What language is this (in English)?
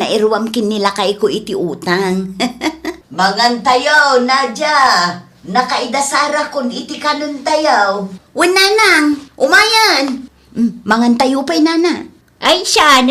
Iloko